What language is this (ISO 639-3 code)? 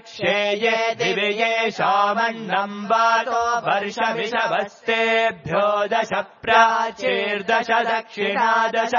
san